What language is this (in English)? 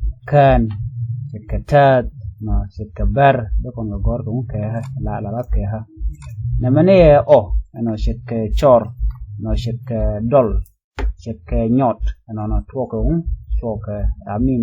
Nuer